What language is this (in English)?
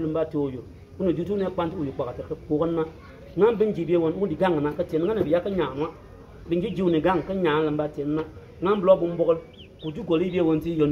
Bimoba